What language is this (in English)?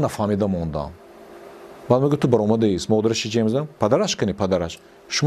Tajik